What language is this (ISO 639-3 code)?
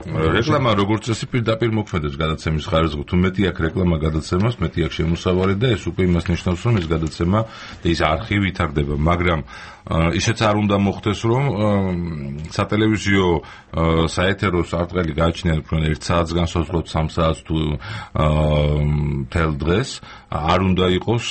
kat